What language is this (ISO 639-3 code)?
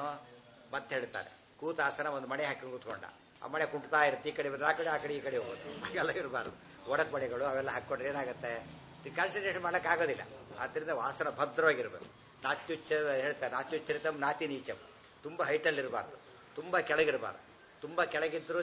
kan